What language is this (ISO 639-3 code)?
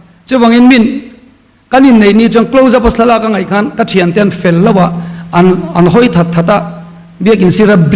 lus